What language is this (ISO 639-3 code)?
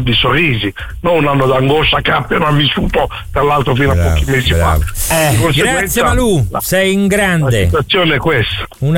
ita